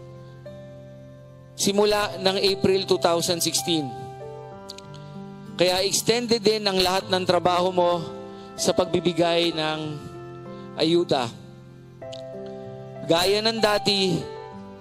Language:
Filipino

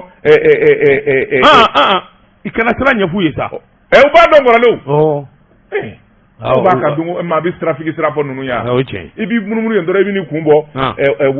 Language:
Bambara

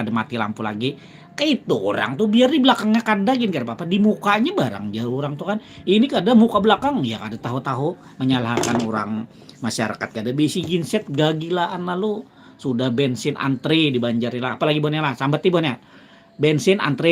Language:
Banjar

